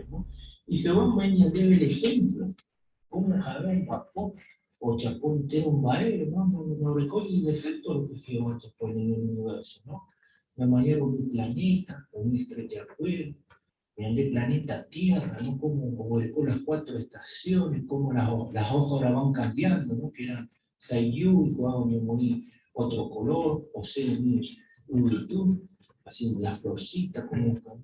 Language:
Guarani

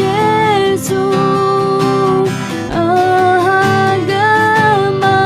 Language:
Akha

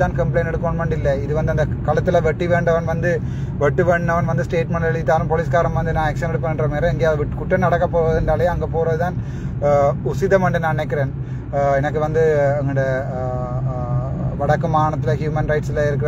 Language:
Tamil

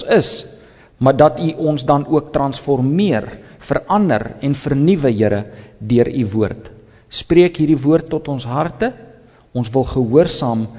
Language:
Afrikaans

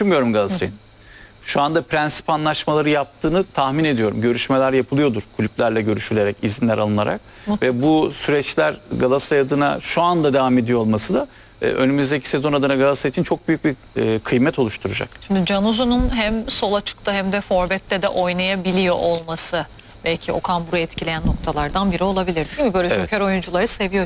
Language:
Turkish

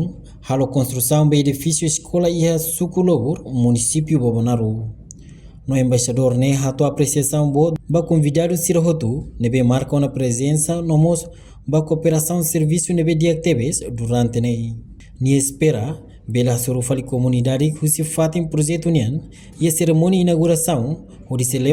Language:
Tetum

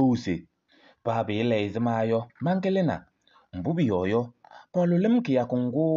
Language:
Kabiyè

